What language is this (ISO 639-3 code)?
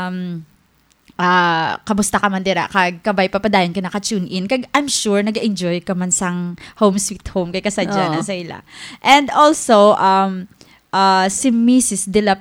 hil